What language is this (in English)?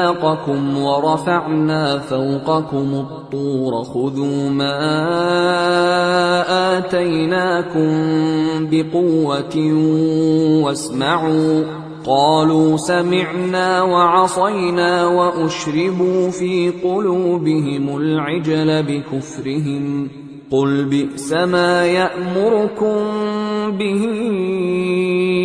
Arabic